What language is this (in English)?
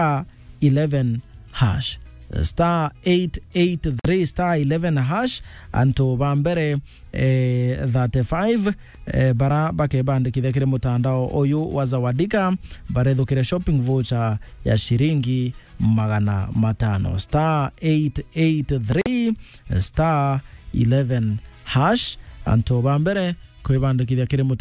Meru